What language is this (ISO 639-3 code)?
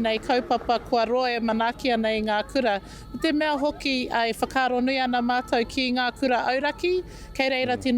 mri